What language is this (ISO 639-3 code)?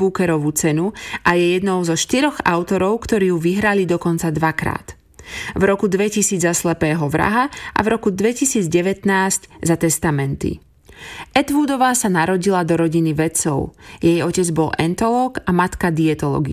slk